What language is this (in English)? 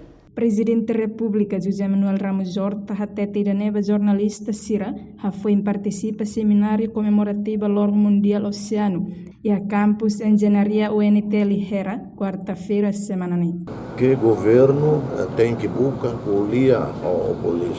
Tetum